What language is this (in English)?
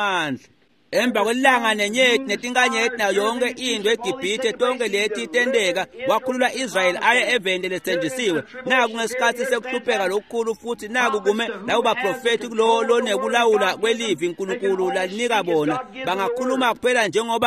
Swati